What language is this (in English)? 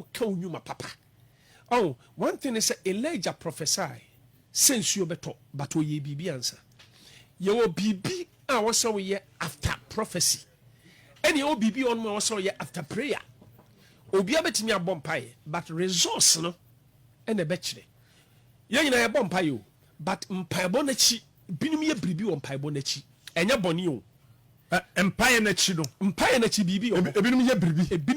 Akan